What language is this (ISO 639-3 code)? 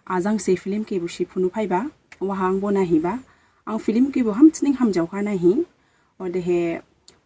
dis